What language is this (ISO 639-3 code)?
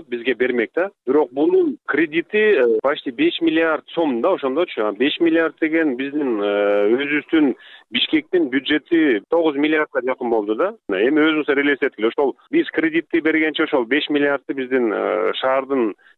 kir